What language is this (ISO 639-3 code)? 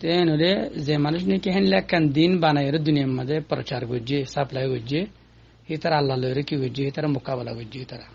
rhg